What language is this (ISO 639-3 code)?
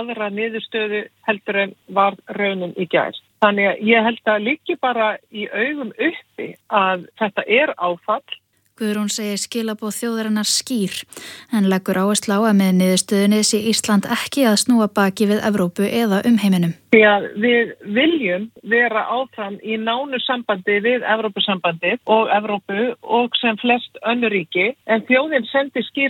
isl